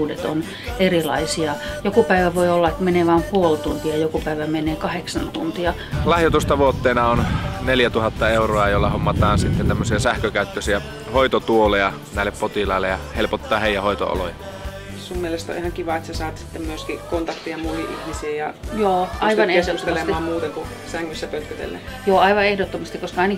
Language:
Finnish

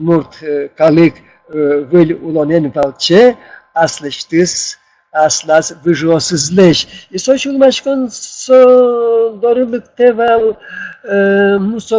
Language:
Udmurt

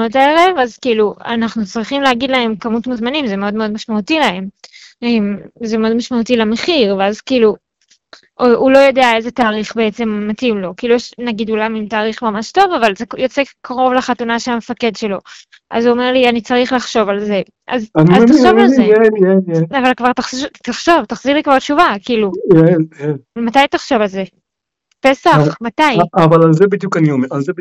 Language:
Hebrew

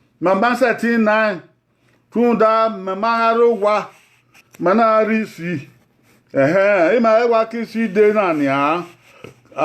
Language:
Bini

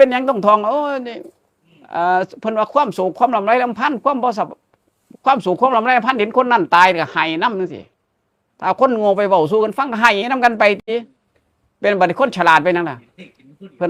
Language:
Northeastern Thai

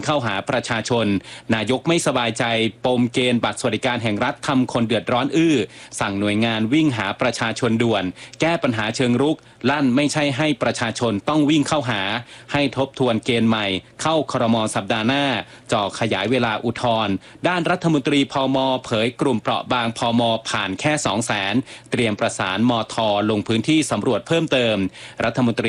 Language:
Thai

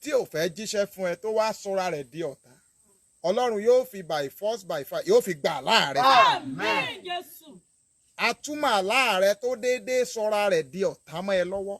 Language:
Yoruba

